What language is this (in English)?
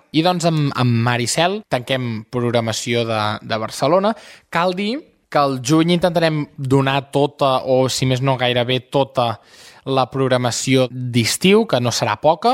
Catalan